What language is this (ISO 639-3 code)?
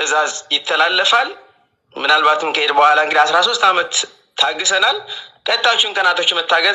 amh